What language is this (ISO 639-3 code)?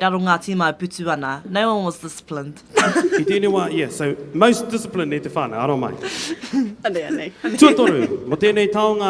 mri